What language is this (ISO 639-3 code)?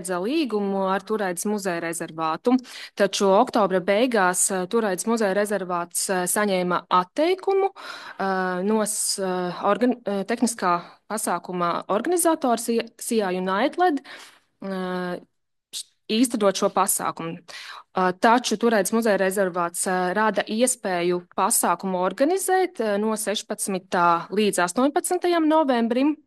lav